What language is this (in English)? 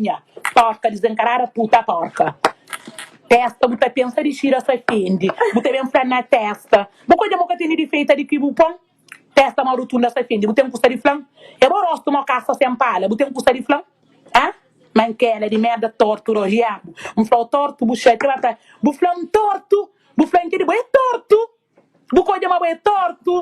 Kabuverdianu